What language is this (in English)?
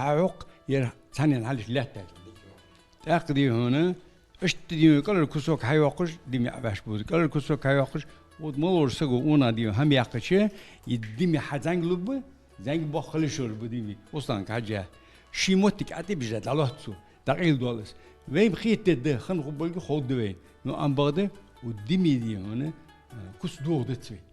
Ingush